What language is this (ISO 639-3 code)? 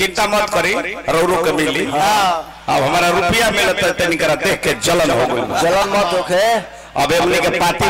bho